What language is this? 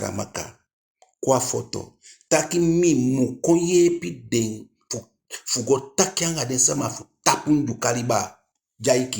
Eastern Maroon Creole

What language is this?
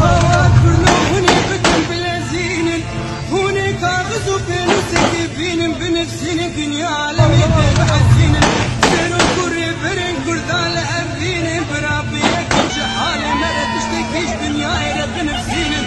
Kurdish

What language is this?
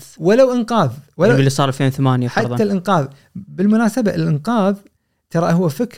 Gulf Arabic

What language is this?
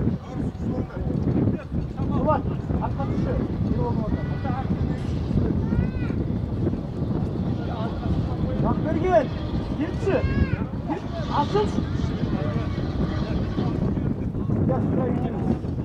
Kazakh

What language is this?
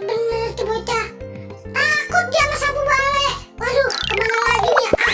Betawi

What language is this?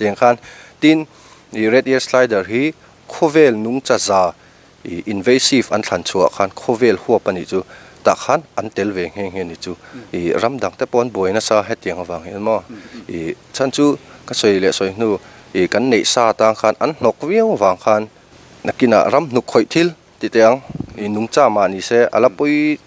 Mizo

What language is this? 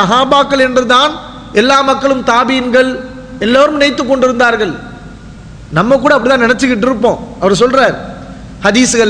Tamil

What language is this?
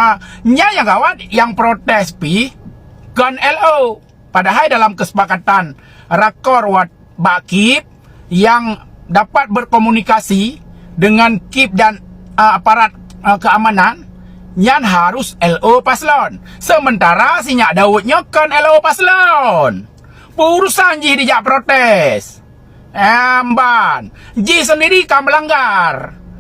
Achinese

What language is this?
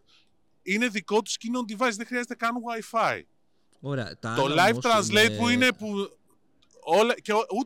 Greek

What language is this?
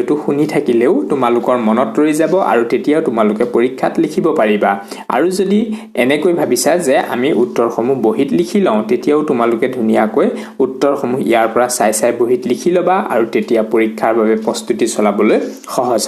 Assamese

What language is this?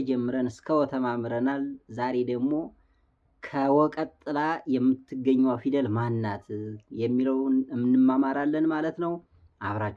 Amharic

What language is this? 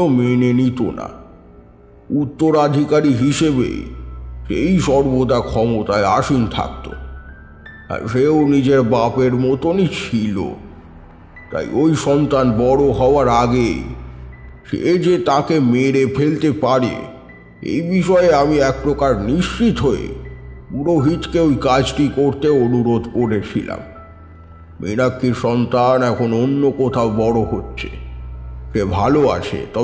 Bangla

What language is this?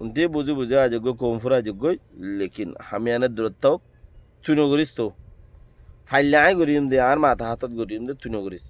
Rohingya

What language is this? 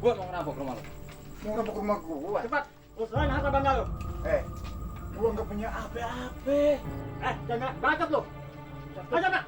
Betawi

